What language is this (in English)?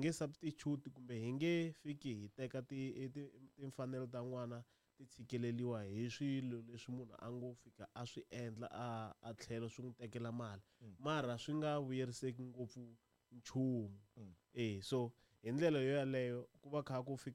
Tsonga